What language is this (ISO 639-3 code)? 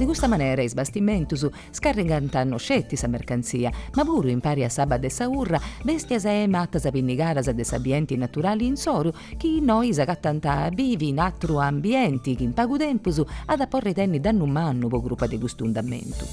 srd